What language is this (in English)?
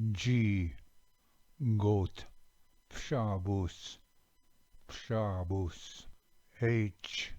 Ojibwa